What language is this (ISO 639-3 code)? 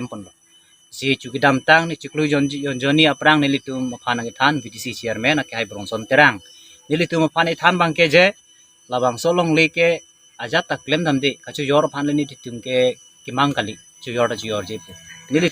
mjw